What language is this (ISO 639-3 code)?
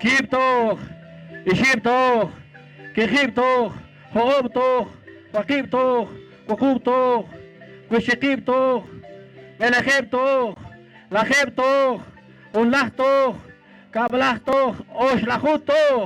poh